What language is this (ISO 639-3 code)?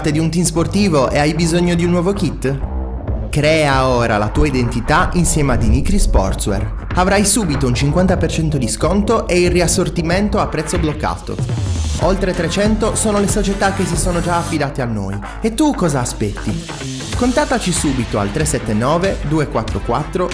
ita